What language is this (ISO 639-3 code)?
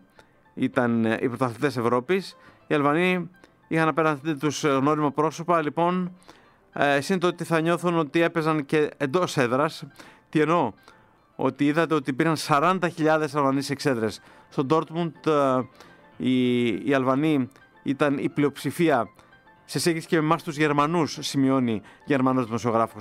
ell